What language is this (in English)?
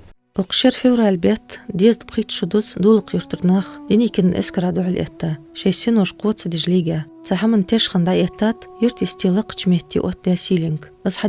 Ingush